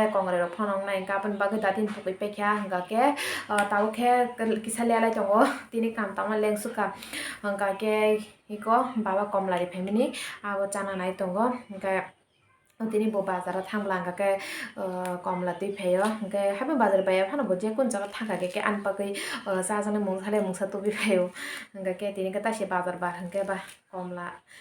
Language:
Kok Borok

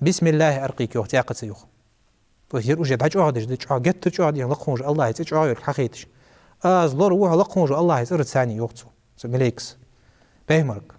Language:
Ingush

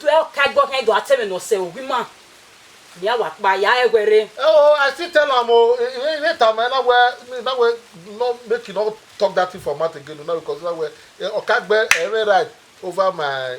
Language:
Bini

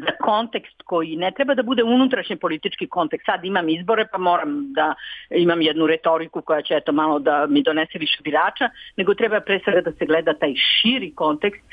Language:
Serbian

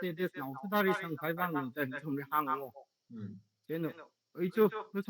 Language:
Tangkhul Naga (India)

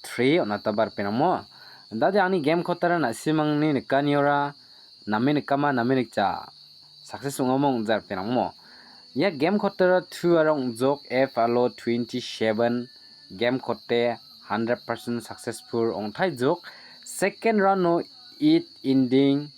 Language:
Garo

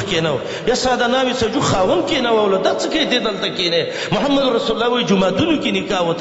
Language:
Pashto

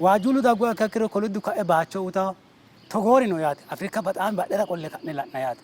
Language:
Sidamo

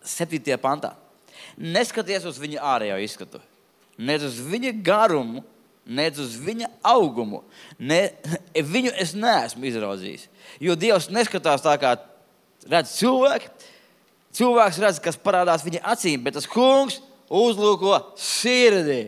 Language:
Latvian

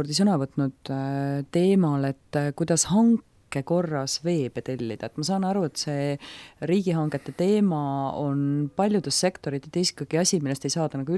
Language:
Estonian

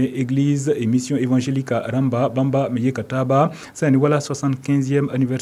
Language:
Mossi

